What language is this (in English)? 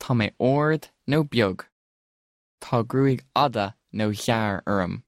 Irish